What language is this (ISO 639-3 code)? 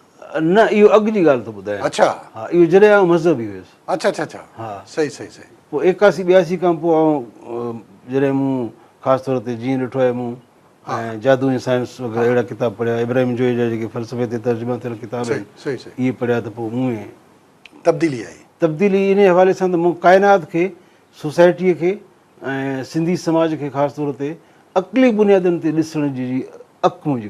snd